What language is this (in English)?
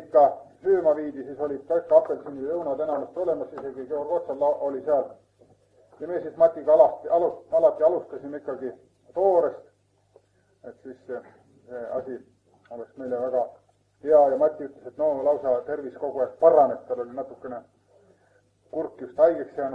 Estonian